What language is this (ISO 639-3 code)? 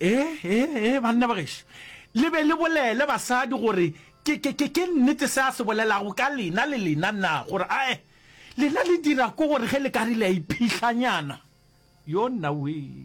nso